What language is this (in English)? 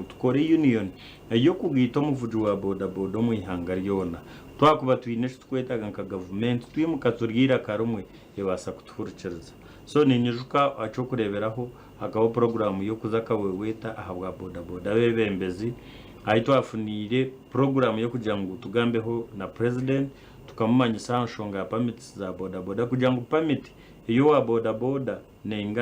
Nyankole